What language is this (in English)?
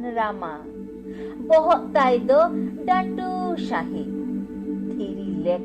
Santali